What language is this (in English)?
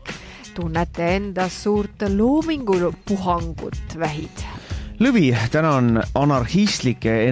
Estonian